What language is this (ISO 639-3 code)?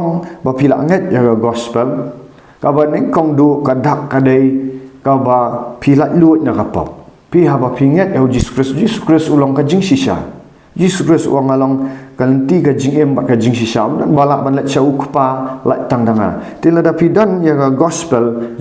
kha